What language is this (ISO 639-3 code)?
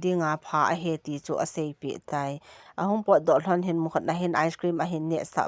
tcz